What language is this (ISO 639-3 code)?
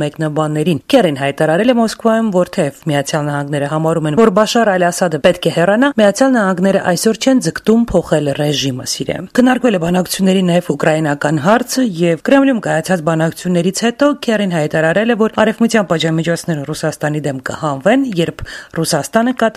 hye